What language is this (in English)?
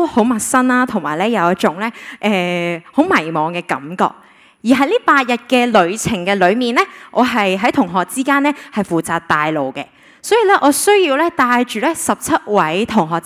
Cantonese